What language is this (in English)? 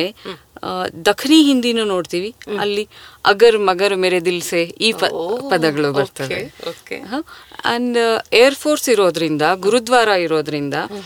Kannada